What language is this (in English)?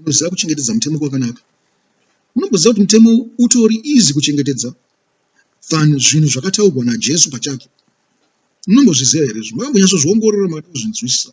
Shona